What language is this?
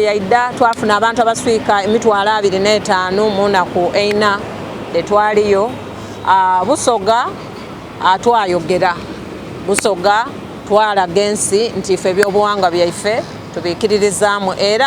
Soga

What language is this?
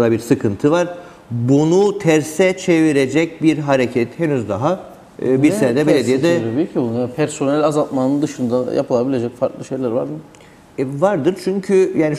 Turkish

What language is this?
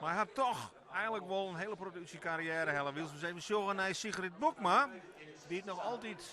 Western Frisian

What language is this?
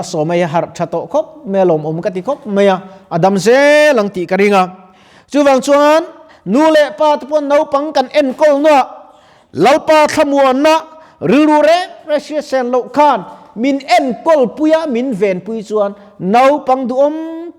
Mizo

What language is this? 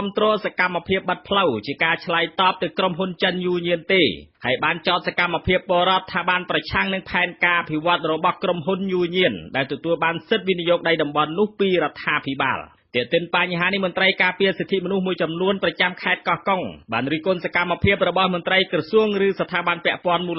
Khmer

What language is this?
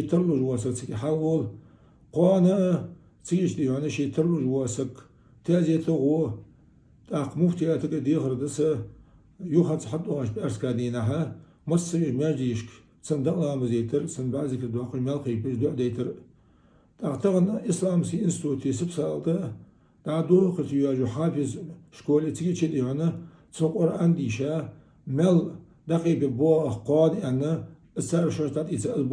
Ingush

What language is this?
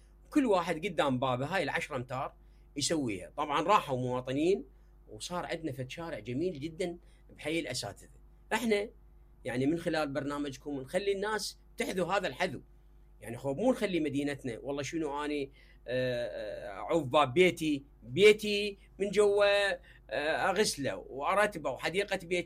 Mesopotamian Arabic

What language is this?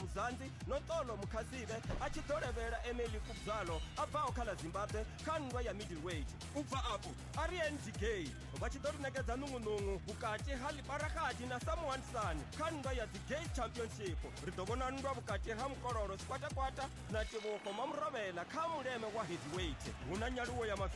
Venda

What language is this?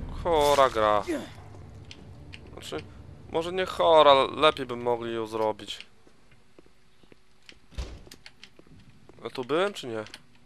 Polish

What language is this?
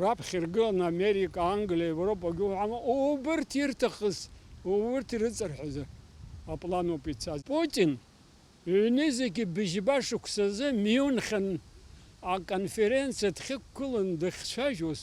Abkhazian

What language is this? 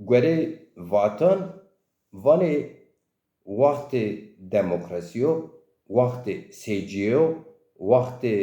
Zaza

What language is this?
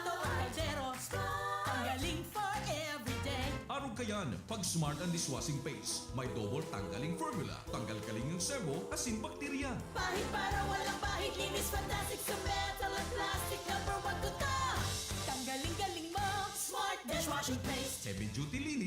Bikol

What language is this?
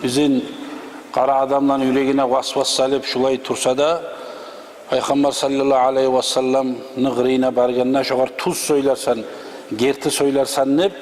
Kumyk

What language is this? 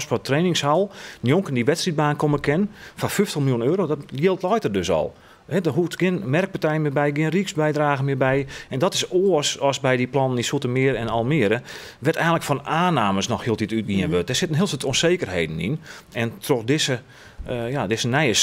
Western Frisian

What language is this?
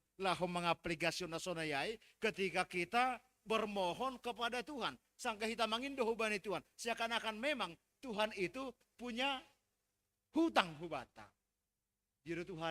Batak Simalungun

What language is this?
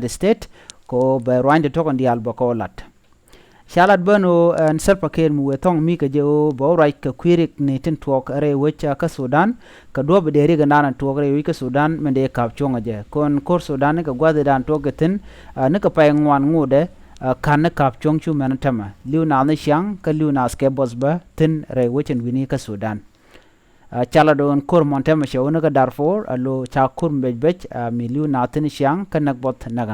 Nuer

